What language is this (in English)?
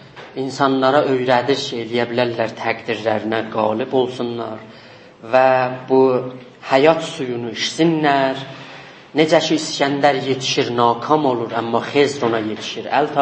South Azerbaijani